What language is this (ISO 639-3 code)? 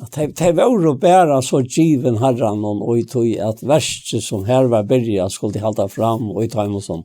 fao